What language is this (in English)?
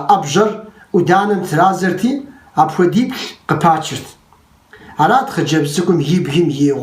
Kabardian